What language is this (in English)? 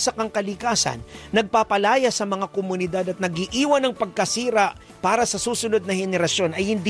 Filipino